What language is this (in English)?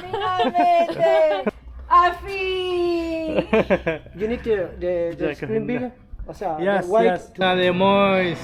Yakut